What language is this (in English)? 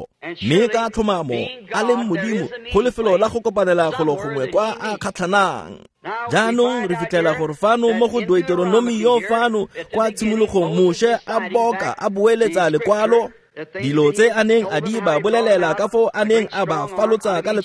Tswana